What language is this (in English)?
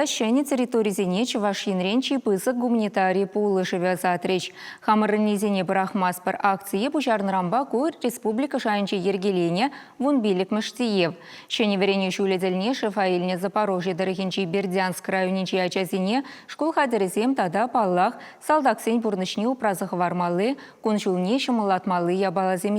Chuvash